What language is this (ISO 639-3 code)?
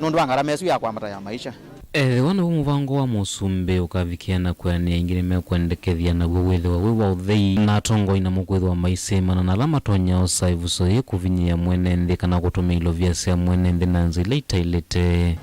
kam